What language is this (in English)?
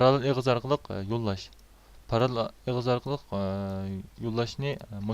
Uyghur